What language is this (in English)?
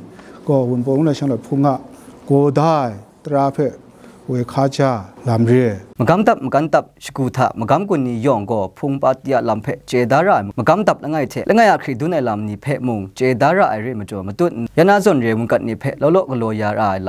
Kachin